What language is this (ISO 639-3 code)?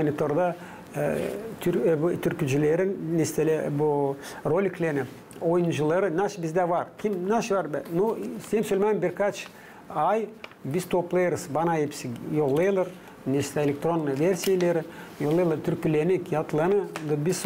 gag